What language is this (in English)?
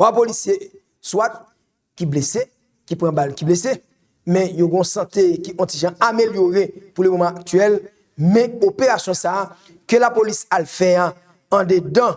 Haitian Creole